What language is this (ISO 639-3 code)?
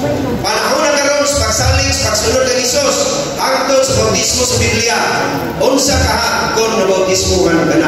ceb